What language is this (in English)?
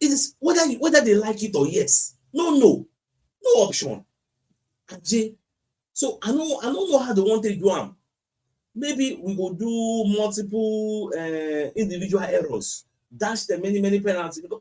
Nigerian Pidgin